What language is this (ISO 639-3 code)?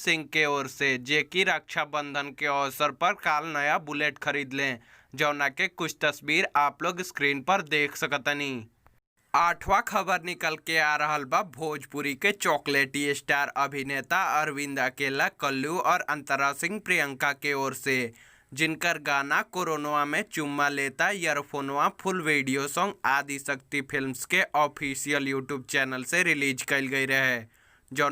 bho